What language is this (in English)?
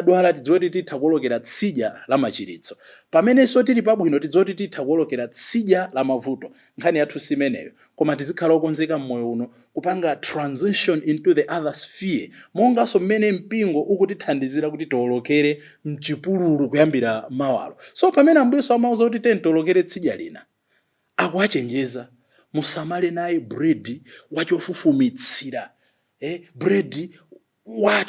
Nyanja